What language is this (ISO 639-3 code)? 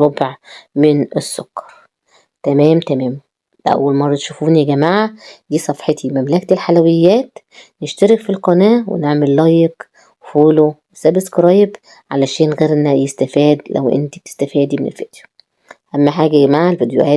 arz